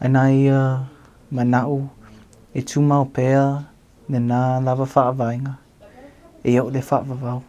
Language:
Samoan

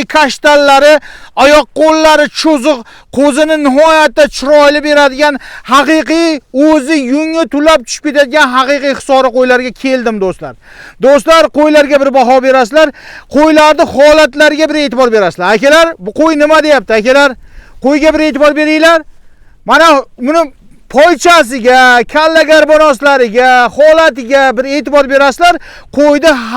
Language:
Uzbek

